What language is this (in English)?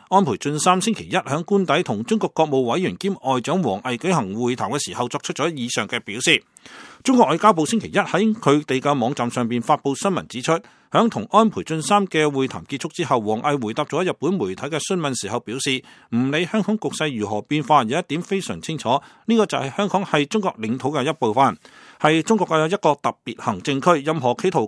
Cantonese